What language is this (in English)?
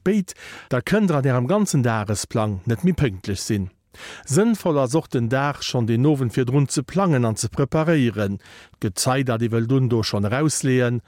Luxembourgish